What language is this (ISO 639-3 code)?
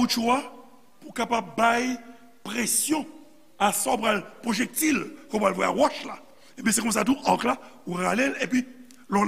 hat